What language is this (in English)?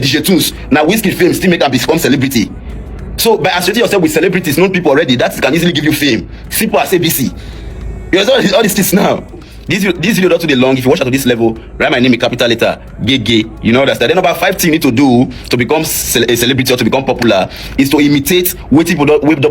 Nigerian Pidgin